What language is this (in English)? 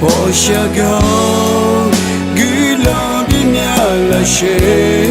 Akha